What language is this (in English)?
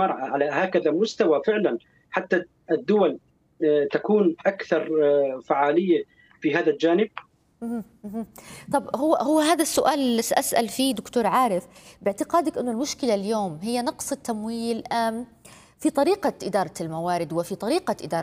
Arabic